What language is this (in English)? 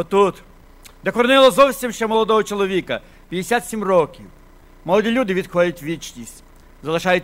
Ukrainian